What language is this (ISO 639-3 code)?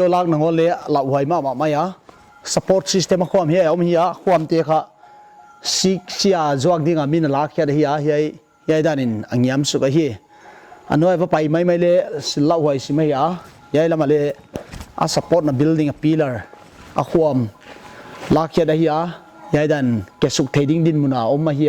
pck